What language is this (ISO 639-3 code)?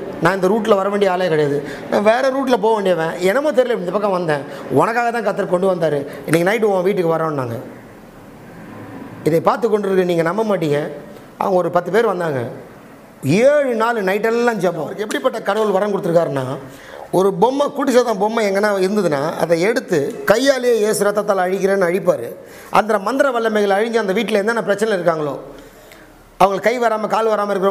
tam